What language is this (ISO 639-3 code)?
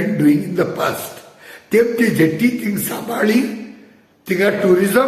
kok